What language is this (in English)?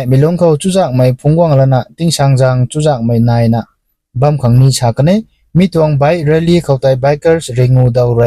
Rongmei Naga